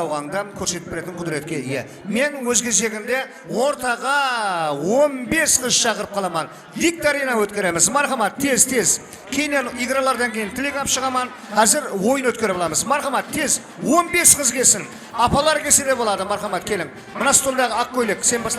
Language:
Kara-Kalpak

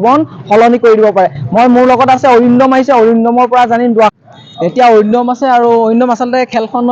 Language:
Assamese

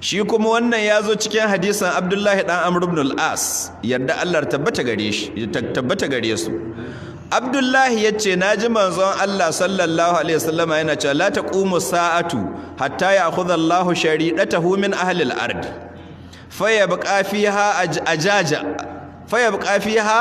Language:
Hausa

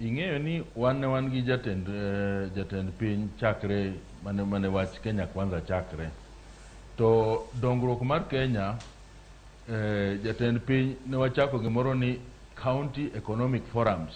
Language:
Luo (Kenya and Tanzania)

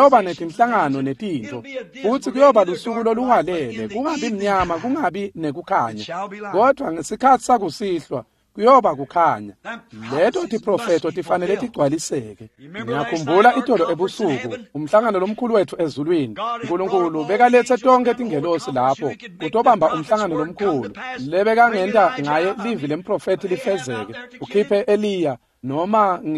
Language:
Swati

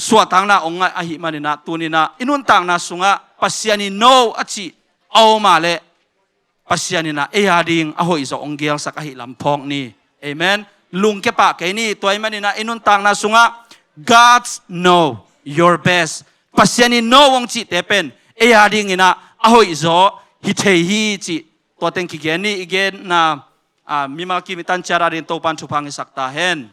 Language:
Tedim Chin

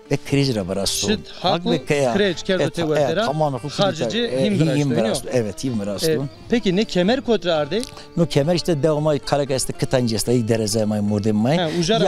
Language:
Zaza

